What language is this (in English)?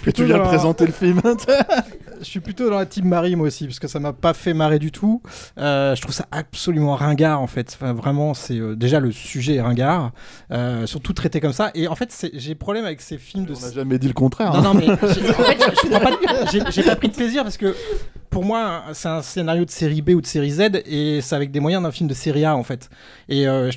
French